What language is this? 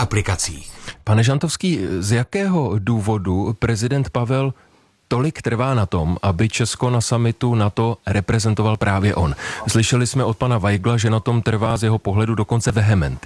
Czech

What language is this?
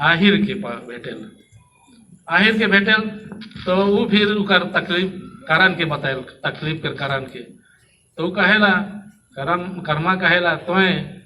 Sadri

